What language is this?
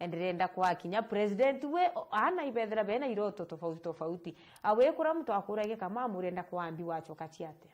Meru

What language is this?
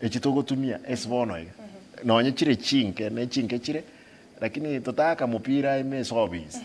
Gusii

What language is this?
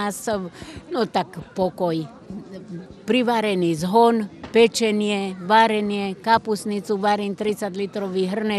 Slovak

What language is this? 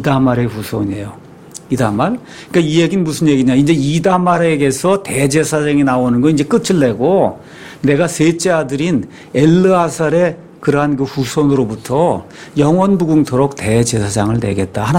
Korean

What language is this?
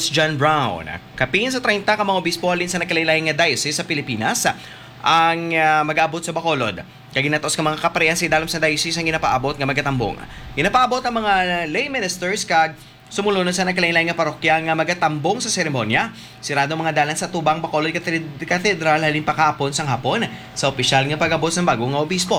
Hiligaynon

